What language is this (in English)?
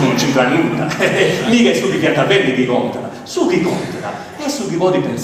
Sardinian